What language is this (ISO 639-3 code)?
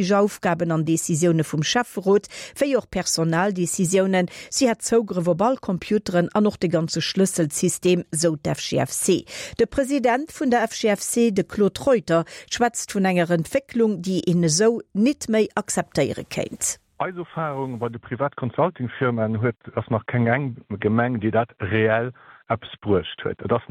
ltz